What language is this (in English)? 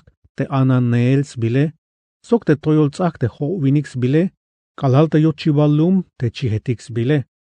Tzeltal